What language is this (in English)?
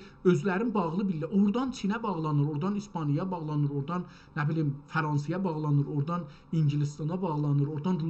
South Azerbaijani